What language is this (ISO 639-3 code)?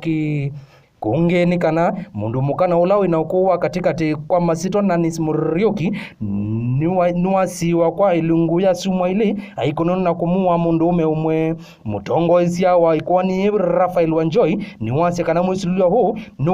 kam